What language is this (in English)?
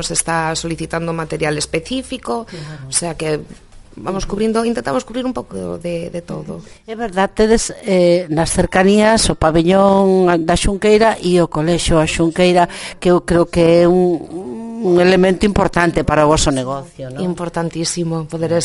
Galician